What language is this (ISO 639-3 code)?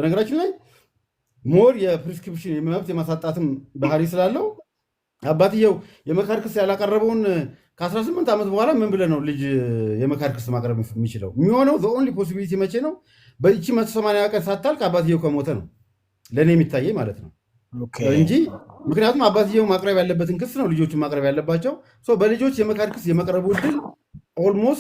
amh